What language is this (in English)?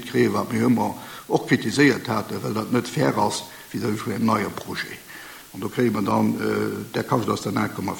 Luxembourgish